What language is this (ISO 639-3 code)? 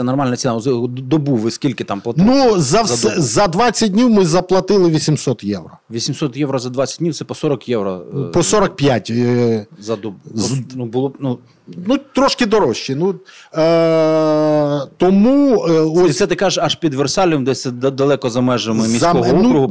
ukr